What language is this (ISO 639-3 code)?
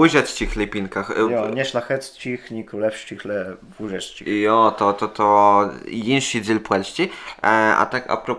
csb